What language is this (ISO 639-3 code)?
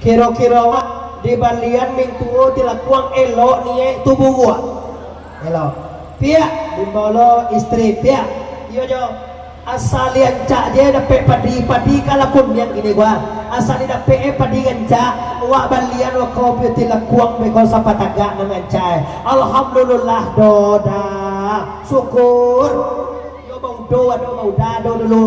min